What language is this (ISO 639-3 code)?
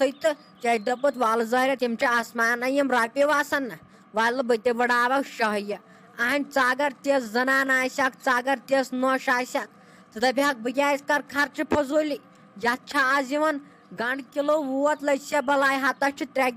kas